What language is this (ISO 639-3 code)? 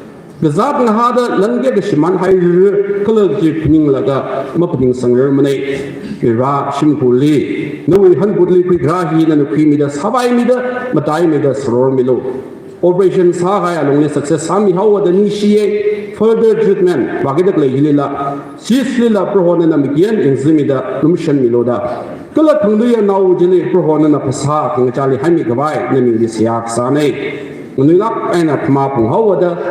nmf